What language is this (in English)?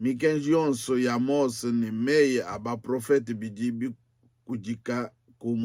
Luba-Lulua